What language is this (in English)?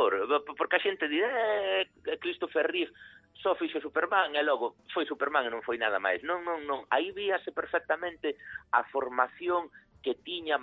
Galician